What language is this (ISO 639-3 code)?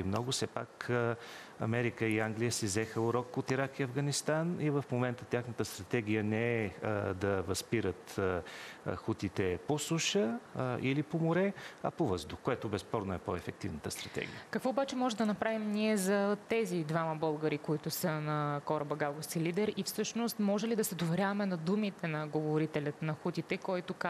bul